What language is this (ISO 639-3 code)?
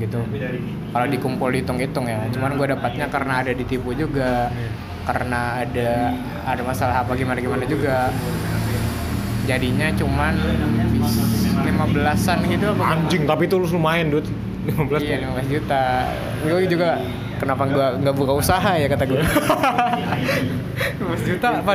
ind